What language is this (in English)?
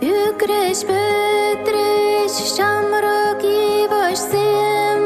Chuvash